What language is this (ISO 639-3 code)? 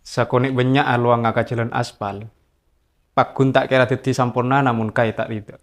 mad